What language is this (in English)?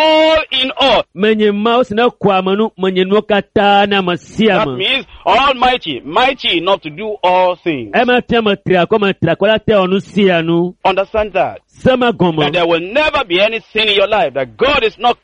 Ewe